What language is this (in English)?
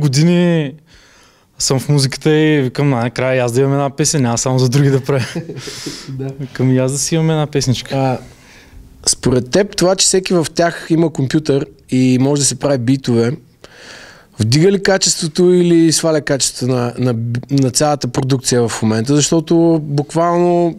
Bulgarian